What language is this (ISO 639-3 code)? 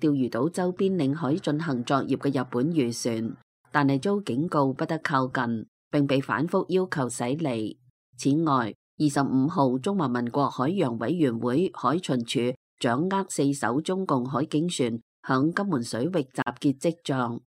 yue